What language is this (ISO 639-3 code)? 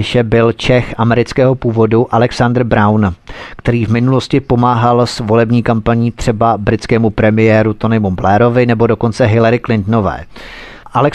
ces